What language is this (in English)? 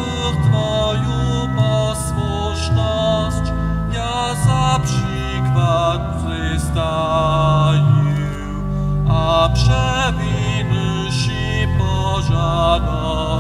Upper Sorbian